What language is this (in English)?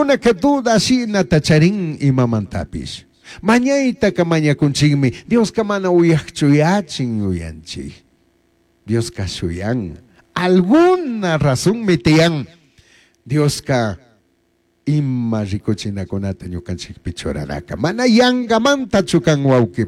Chimborazo Highland Quichua